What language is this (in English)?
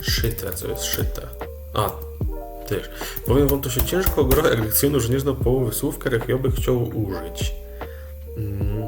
Silesian